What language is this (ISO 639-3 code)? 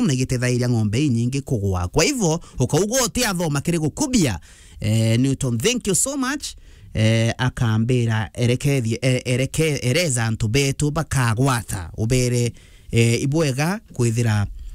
mer